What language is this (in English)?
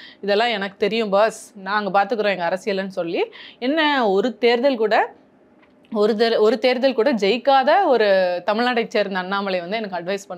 Tamil